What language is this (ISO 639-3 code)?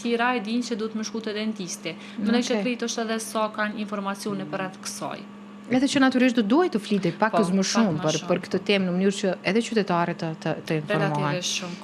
sqi